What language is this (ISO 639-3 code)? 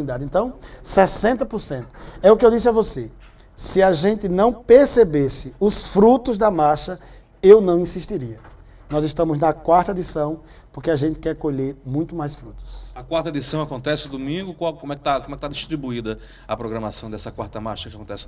por